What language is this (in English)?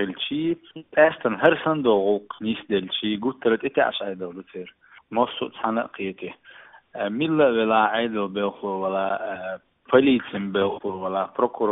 Chechen